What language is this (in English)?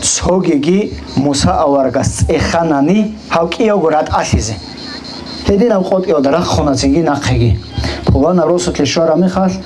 Avaric